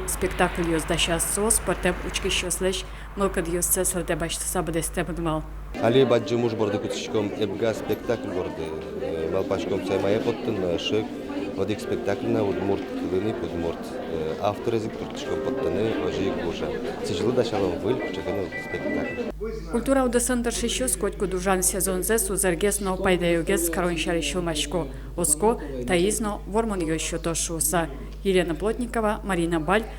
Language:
Udmurt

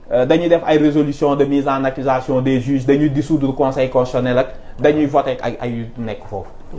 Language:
Wolof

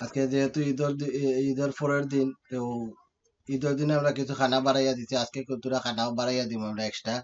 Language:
Sylheti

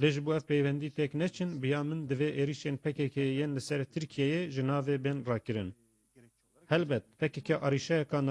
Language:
Kurdish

